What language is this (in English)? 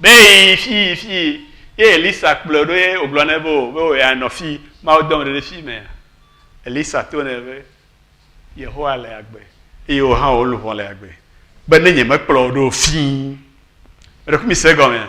Ewe